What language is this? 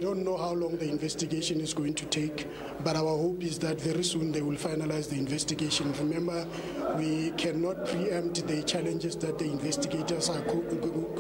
English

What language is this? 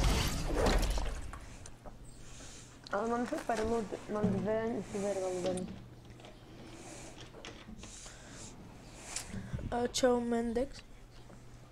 Slovak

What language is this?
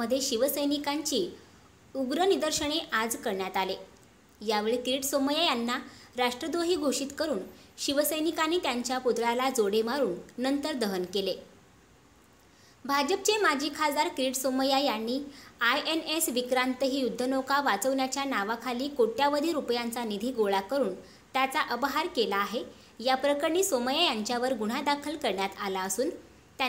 Marathi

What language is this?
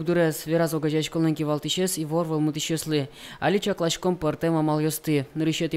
Udmurt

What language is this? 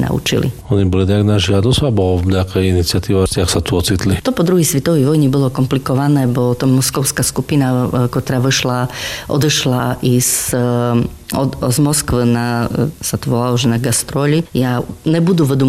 Slovak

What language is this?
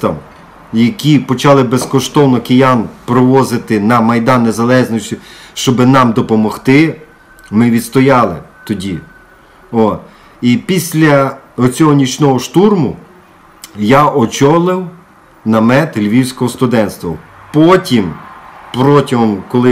Ukrainian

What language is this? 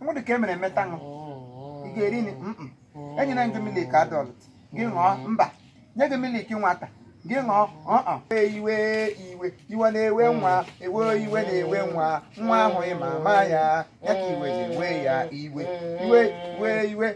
Igbo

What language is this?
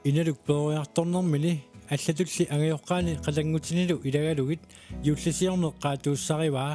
Kalaallisut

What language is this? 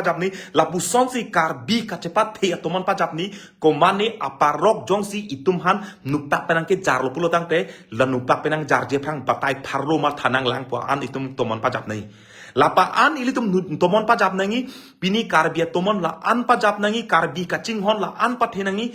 Karbi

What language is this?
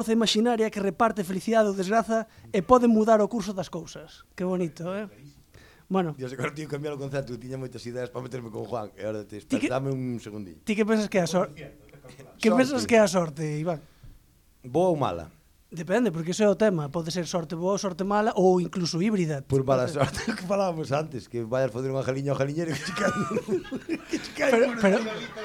Galician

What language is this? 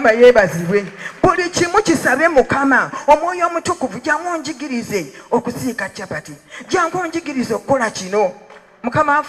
Ganda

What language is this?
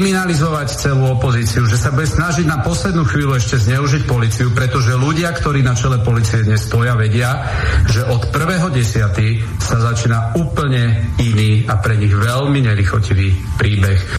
Slovak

